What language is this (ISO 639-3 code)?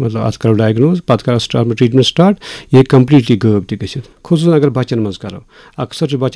kas